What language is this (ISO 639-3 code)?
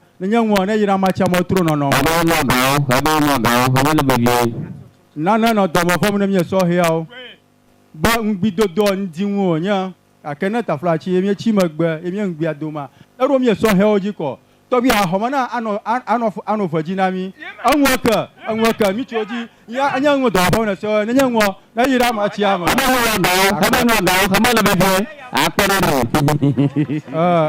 ewe